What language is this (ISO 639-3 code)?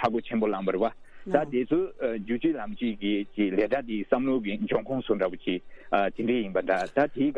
srp